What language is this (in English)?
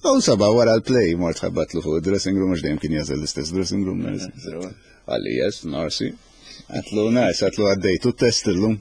Maltese